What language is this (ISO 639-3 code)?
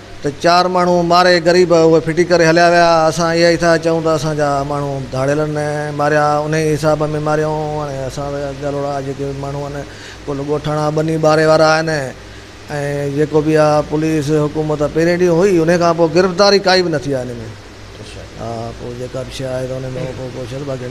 snd